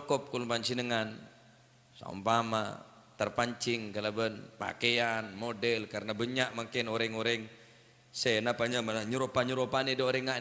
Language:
Madurese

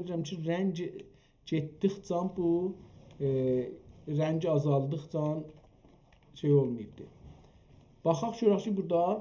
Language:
South Azerbaijani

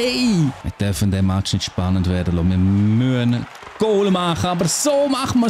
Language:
Swiss German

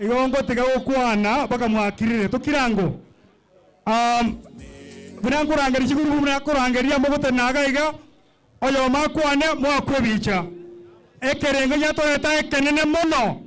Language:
Gusii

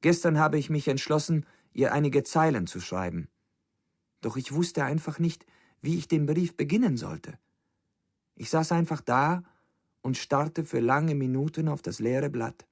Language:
Bavarian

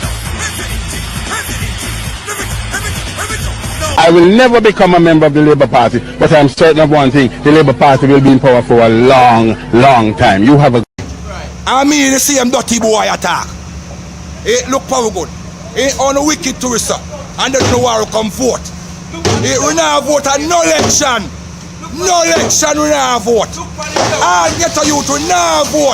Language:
Jamaican Creole English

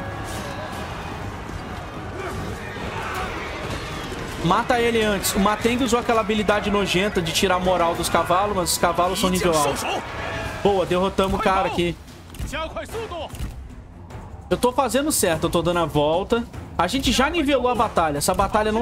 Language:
Portuguese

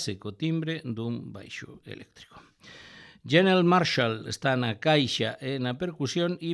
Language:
Galician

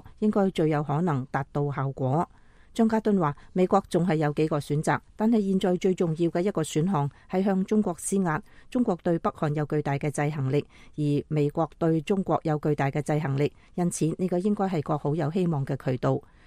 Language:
Cantonese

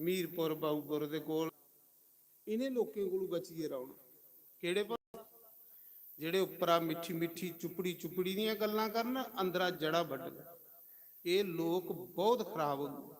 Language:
Dogri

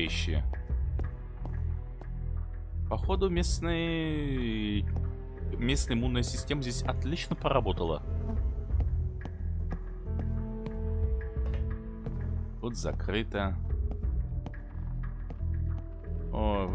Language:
Russian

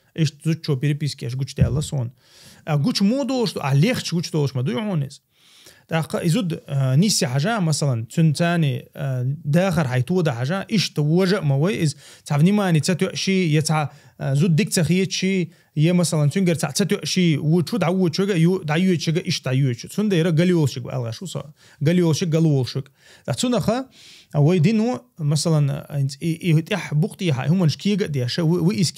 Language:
Chechen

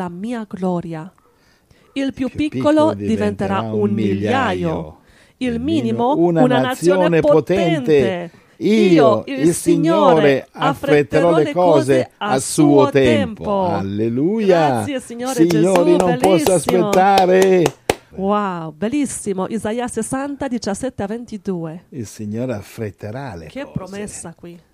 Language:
Italian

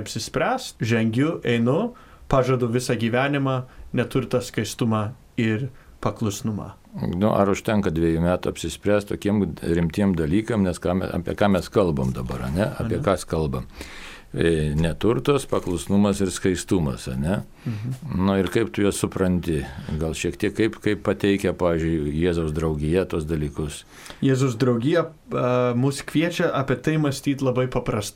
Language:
Lithuanian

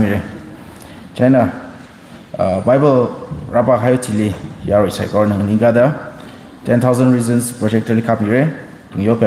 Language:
Tangkhul Naga (India)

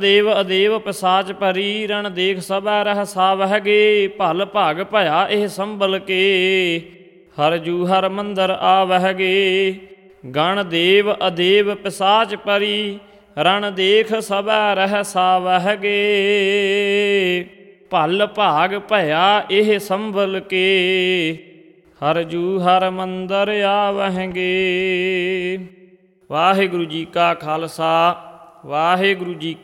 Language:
Punjabi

